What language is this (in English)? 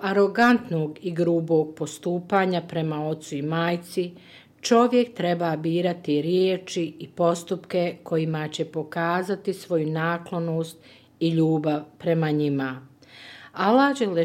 Bosnian